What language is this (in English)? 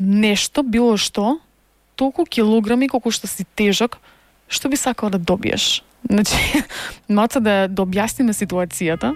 Macedonian